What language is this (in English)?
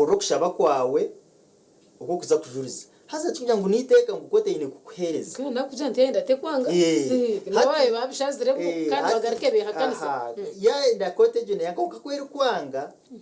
Nyankole